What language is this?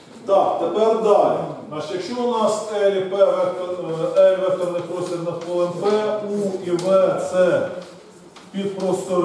Ukrainian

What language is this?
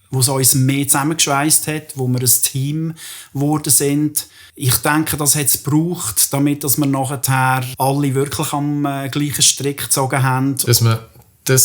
Swiss German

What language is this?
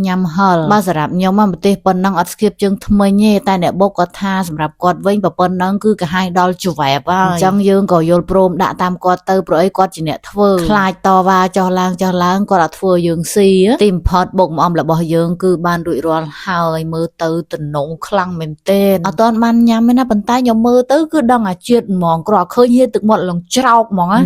Khmer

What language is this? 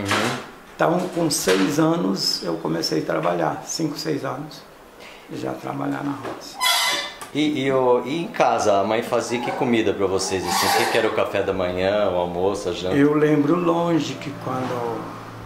Portuguese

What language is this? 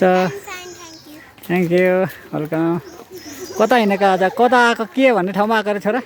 Nepali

